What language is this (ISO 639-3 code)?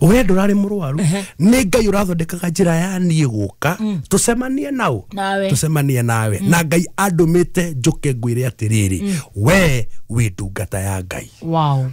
kik